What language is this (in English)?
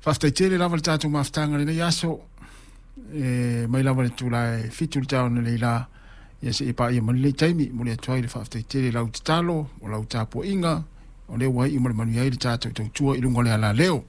Samoan